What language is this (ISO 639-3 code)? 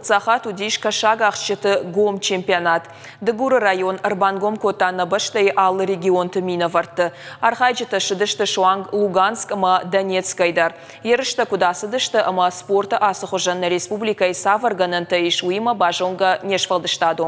oss